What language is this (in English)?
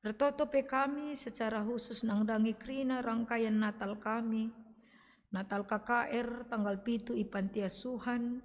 Batak Karo